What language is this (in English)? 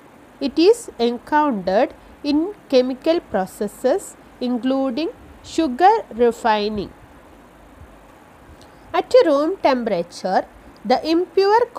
English